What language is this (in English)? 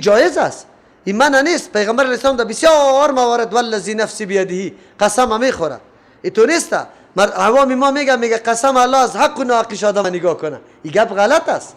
Persian